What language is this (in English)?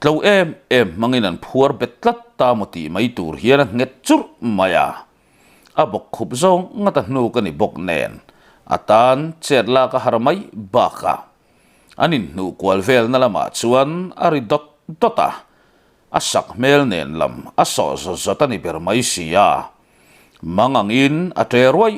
Mizo